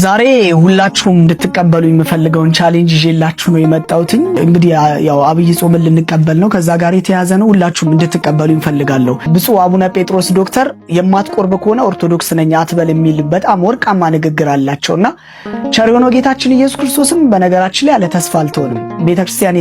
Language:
Amharic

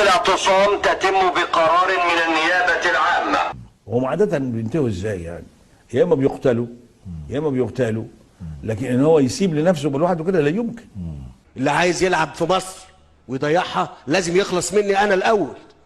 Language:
Egyptian Arabic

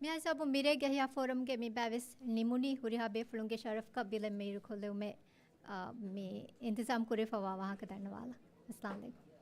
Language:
Divehi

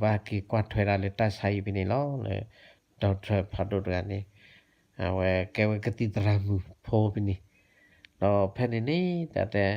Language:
S'gaw Karen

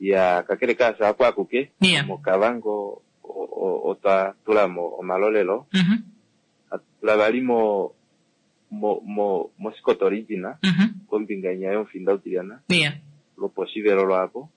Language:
Kuanyama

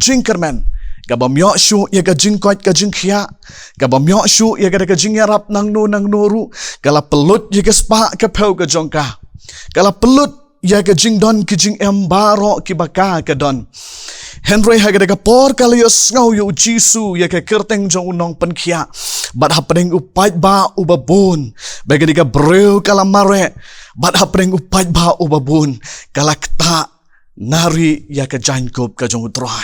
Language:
Khasi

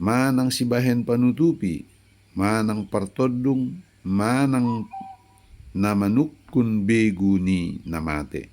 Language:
Batak Toba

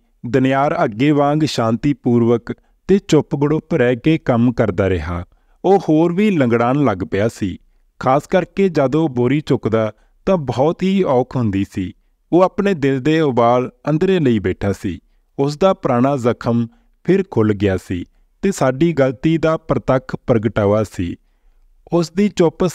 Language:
Punjabi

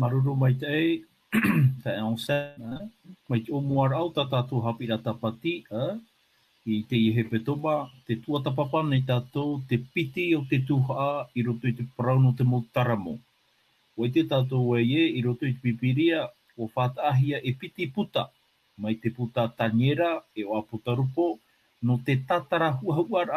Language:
Tahitian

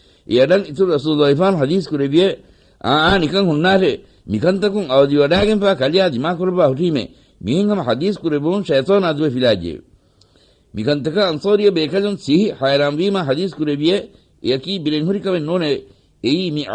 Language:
Divehi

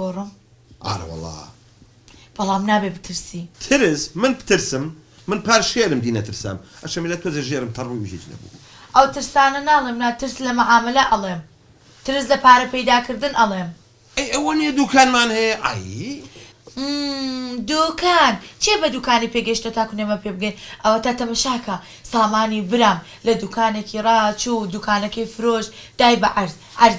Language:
Central Kurdish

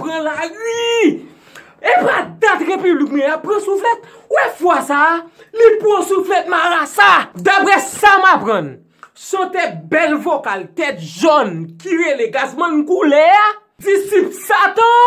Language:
Haitian Creole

